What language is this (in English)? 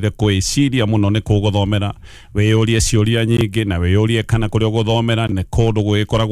Kikuyu